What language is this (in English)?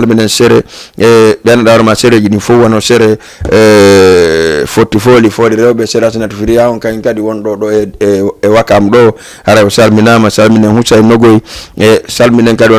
Fula